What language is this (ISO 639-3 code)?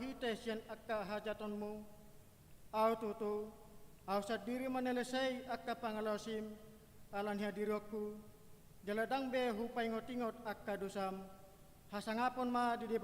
bbc